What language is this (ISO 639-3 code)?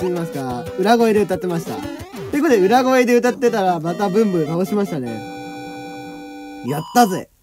jpn